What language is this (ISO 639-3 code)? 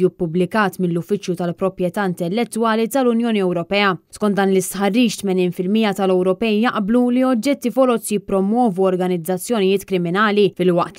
mlt